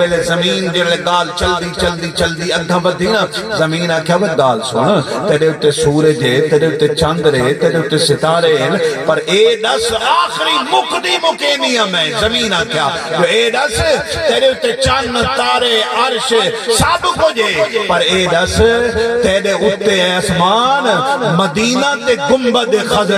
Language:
Saraiki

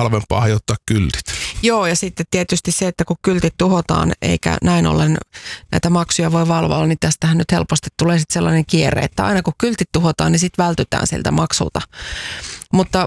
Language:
Finnish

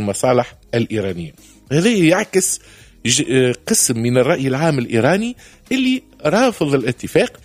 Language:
Tunisian Arabic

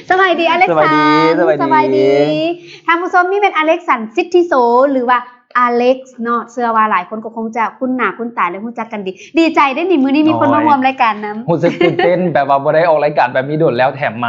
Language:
Lao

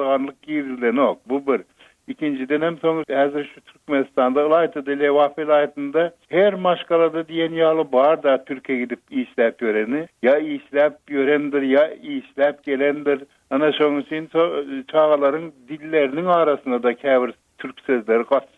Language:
Turkmen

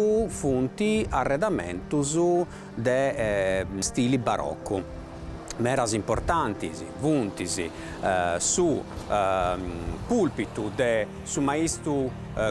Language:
Sardinian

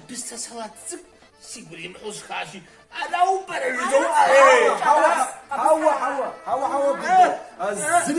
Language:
Kabardian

